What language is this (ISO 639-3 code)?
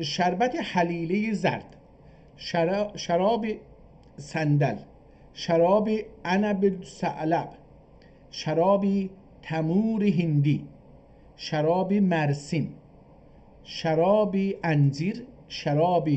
azb